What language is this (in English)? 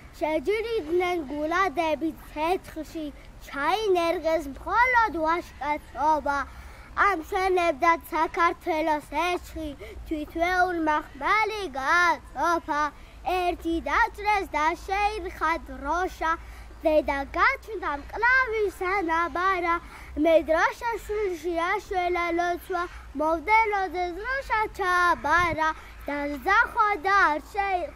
Georgian